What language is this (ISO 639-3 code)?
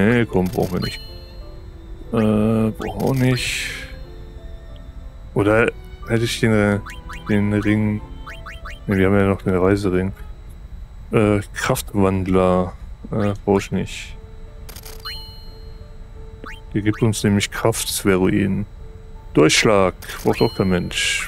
deu